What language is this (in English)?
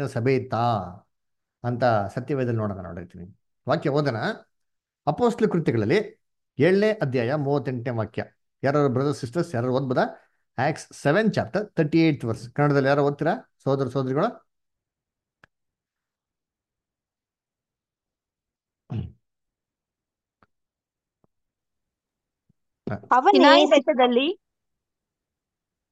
Kannada